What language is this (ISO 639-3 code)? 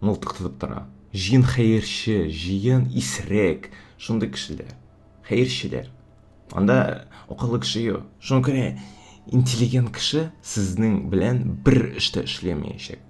tat